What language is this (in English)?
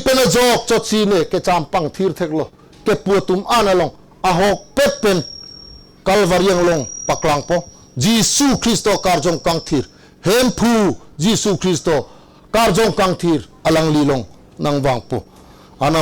Karbi